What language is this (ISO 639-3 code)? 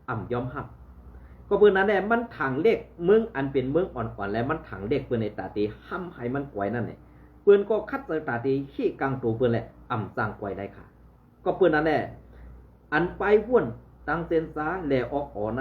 shn